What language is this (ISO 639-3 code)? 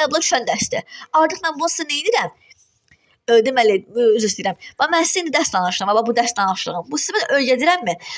aze